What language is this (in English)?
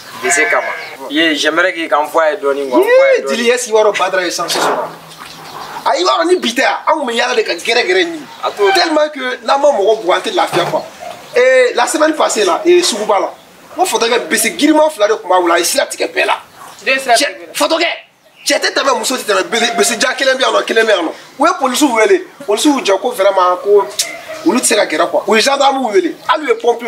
Bambara